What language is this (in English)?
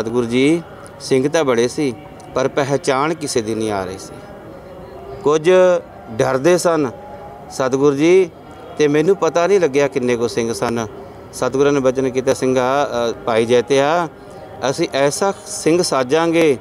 Punjabi